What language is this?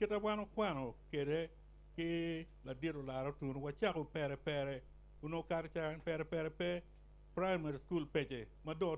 Acoli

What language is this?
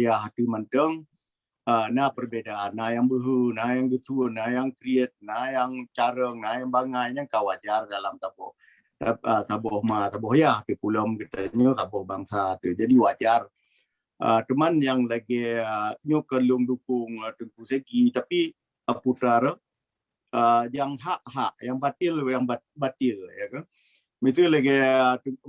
Achinese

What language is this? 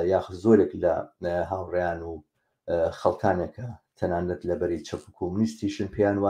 Central Kurdish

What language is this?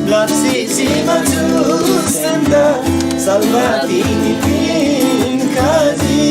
Eastern Tamang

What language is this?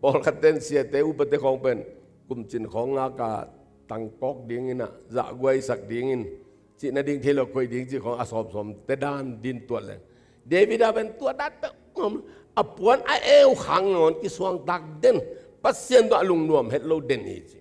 Tedim Chin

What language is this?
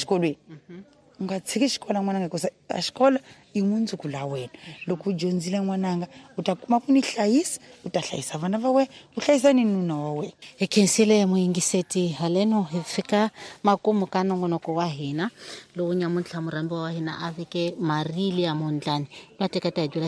Tsonga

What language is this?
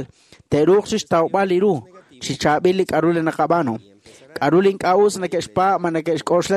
Kekchí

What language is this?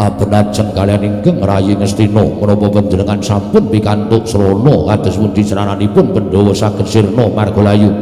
Javanese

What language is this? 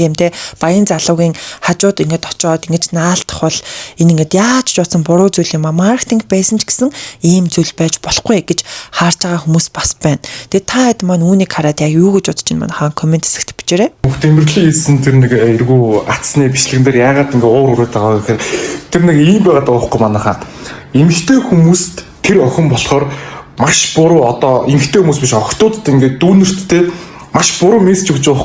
Mongolian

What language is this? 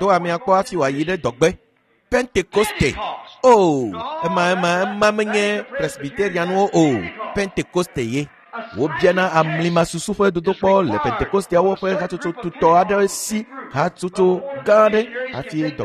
Ewe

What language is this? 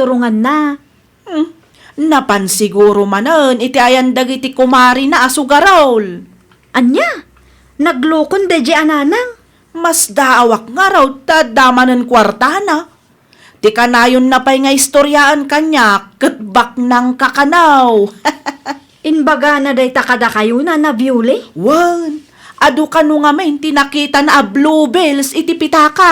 Iloko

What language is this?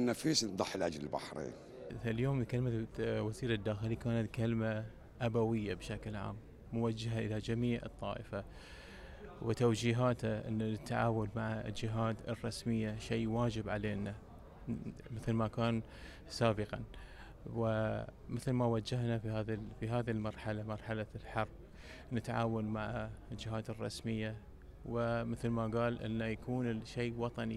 Gulf Arabic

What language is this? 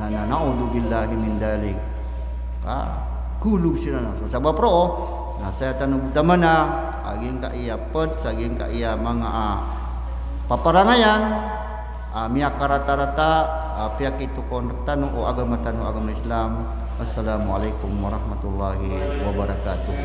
Maranao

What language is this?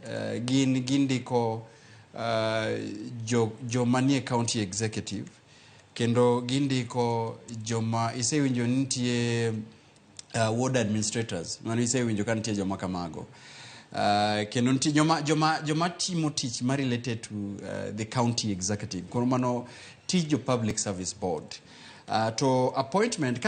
Luo (Kenya and Tanzania)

